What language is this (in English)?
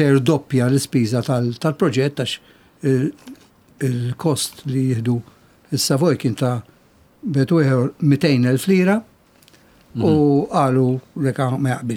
Maltese